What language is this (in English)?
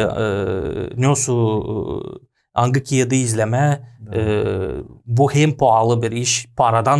Gagauz